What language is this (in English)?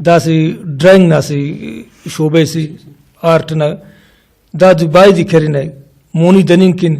Brahui